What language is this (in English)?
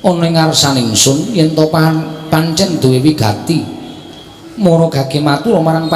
Javanese